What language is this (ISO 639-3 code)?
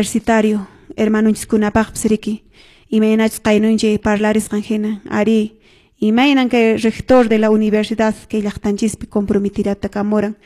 que